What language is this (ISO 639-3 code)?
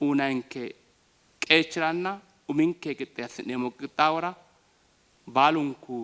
sid